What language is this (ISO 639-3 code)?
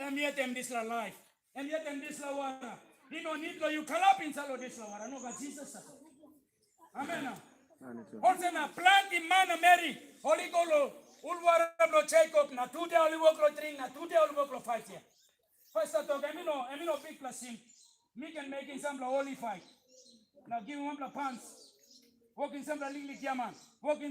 tpi